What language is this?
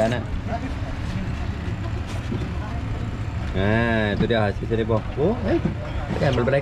Malay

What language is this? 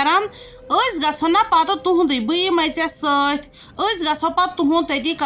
Kashmiri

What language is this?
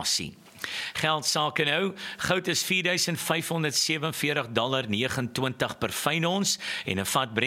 Afrikaans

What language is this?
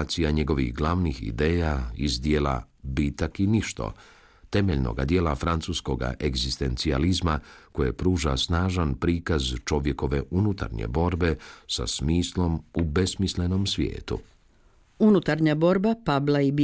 Croatian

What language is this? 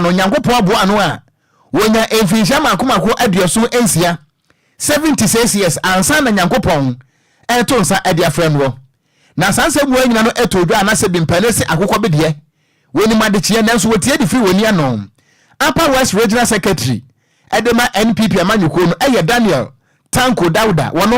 Akan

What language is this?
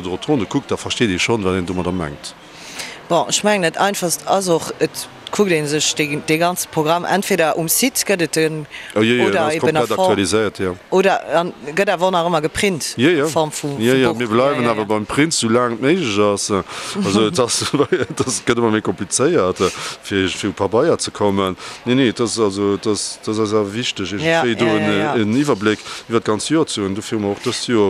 Luxembourgish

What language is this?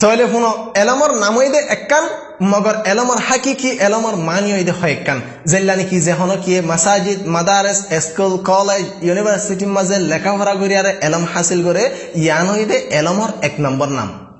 Rohingya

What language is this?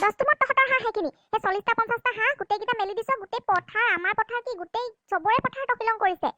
Assamese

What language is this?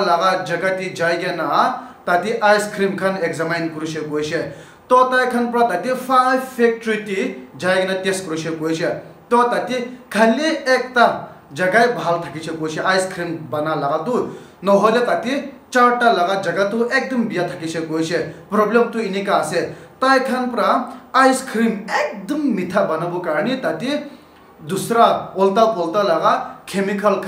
Naga Pidgin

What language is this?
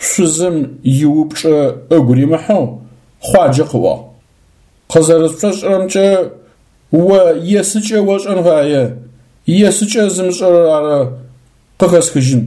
Adyghe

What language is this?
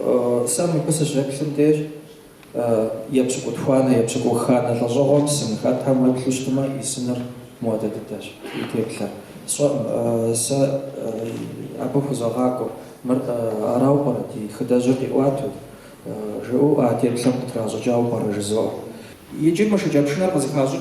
Kabardian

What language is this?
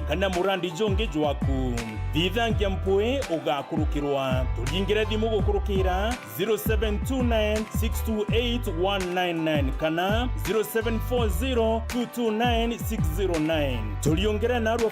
Meru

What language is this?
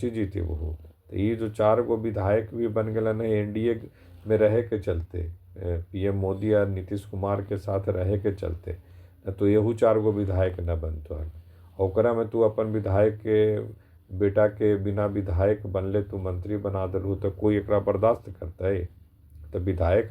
Magahi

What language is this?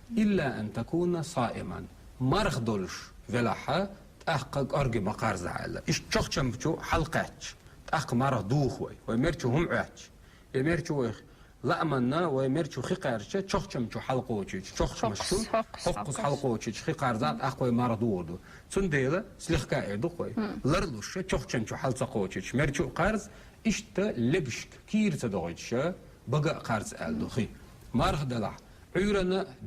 Chechen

